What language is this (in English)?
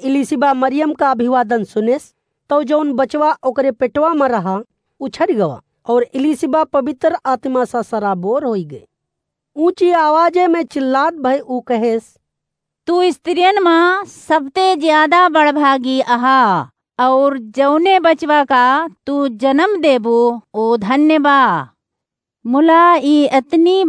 Awadhi